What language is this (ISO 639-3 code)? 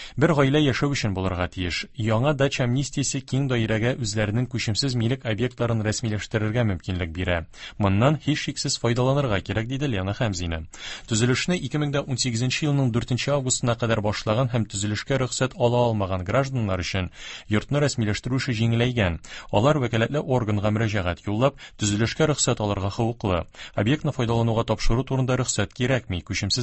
tat